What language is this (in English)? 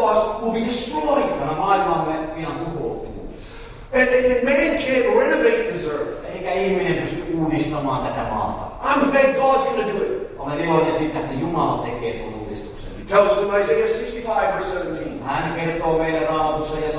Finnish